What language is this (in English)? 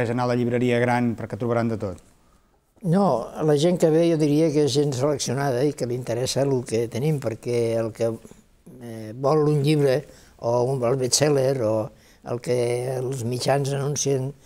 Catalan